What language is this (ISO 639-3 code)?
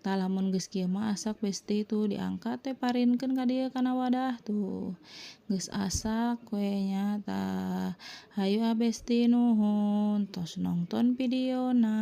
sun